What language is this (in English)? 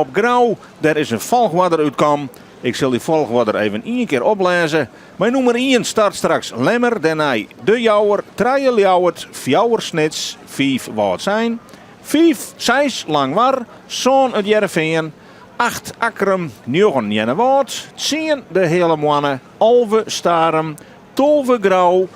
Western Frisian